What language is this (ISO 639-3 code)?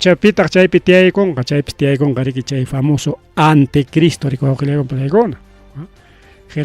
quy